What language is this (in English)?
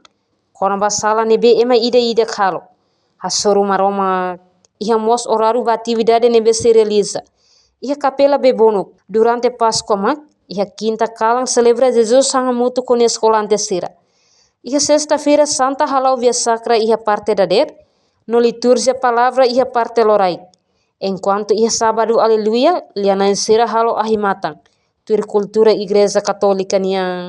Tetum